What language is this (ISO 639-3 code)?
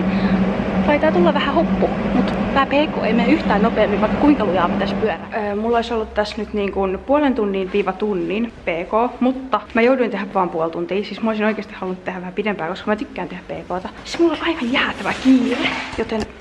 fin